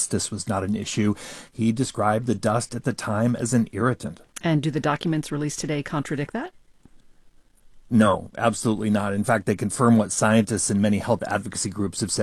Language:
English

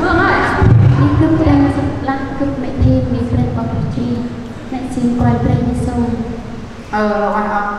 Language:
Central Mnong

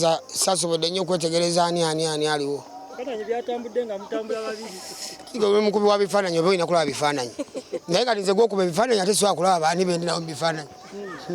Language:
Ganda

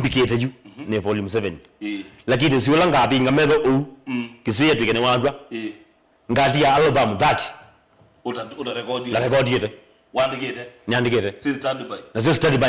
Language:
Kamba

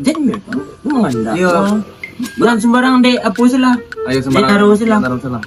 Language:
Minangkabau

